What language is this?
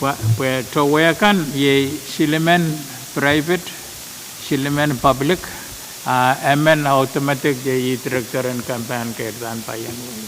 Pohnpeian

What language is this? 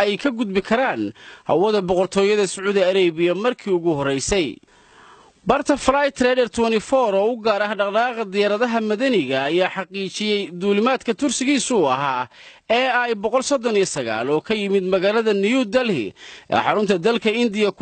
Somali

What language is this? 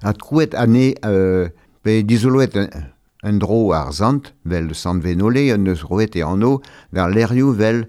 Breton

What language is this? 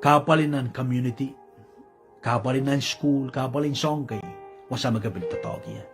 Pohnpeian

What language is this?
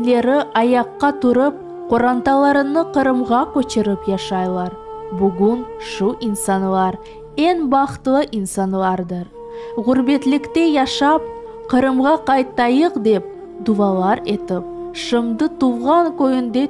Crimean Tatar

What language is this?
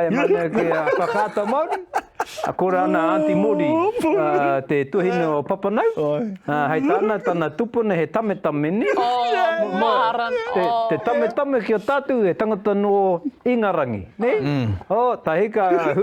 Māori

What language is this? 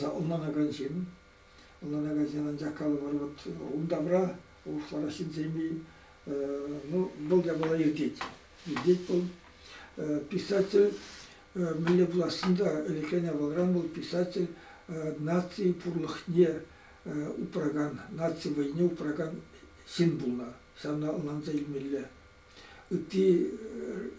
Chuvash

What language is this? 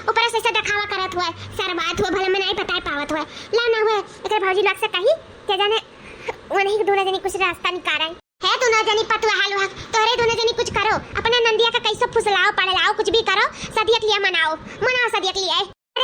Awadhi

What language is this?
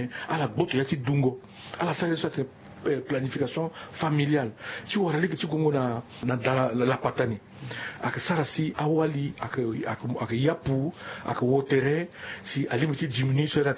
Sango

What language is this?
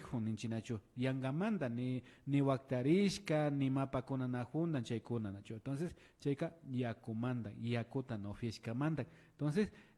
Imbabura Highland Quichua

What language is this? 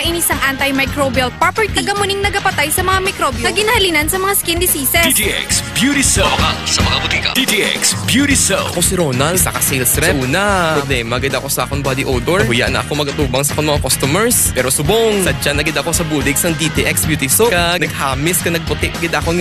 Hiligaynon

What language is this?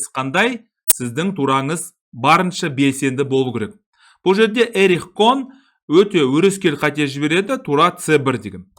Kazakh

